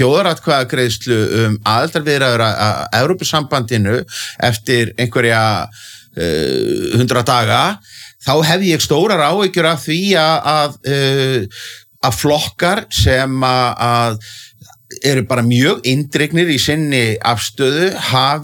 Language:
Icelandic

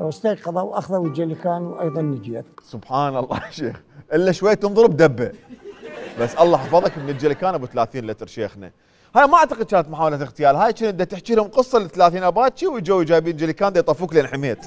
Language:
Mesopotamian Arabic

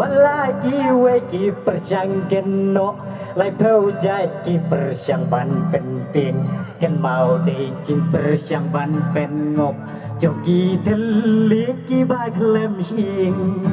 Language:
Khasi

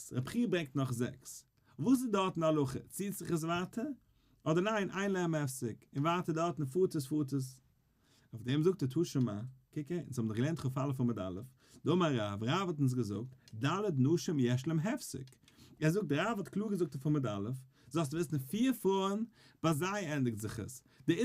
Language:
Yiddish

